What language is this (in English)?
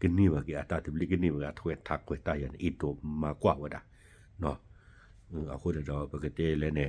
S'gaw Karen